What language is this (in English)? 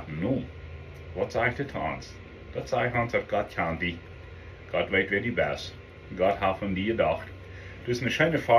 Plautdietsch